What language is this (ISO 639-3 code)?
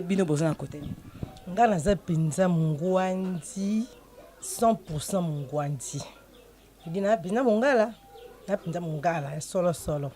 lin